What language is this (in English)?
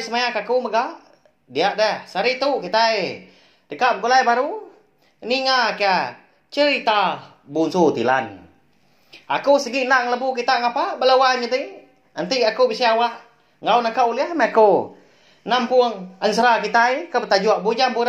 Iban